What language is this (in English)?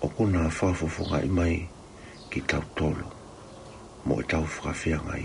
Tongan